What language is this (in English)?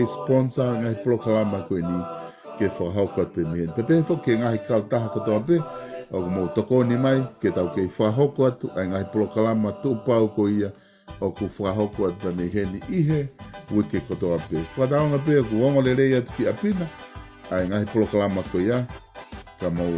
Tongan